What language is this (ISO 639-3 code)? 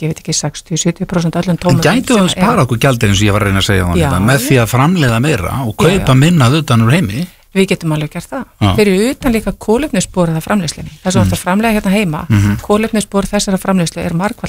isl